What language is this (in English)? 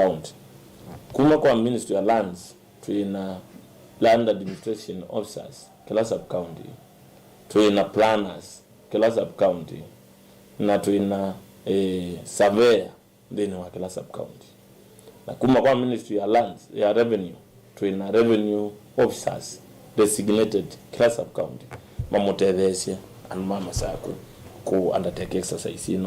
Kamba